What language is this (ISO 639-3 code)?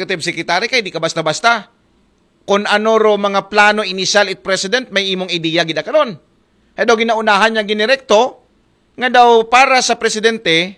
akl